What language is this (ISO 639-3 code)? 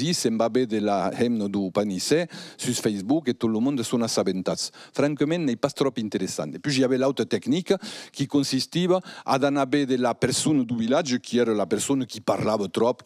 oci